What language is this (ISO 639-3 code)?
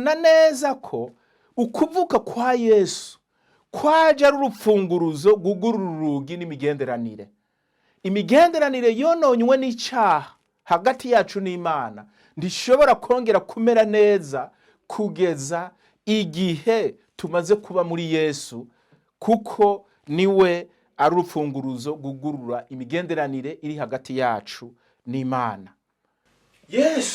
run